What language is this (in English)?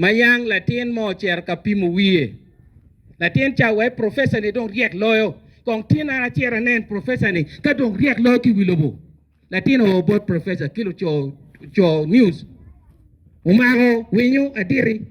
Acoli